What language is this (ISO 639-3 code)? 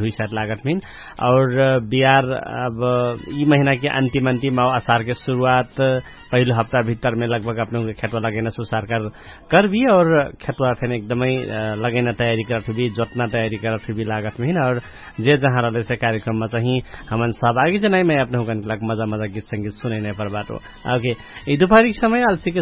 thl